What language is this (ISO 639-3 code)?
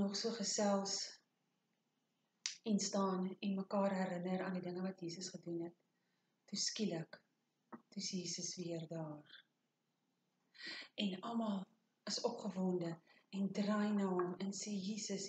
afr